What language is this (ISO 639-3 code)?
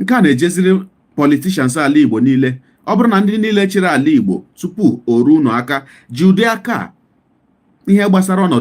ibo